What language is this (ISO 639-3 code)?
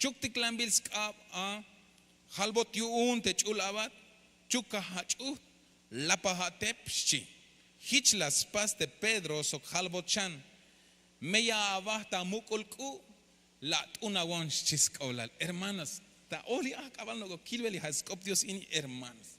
tzh